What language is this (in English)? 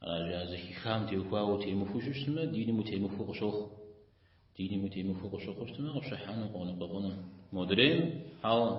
Kabardian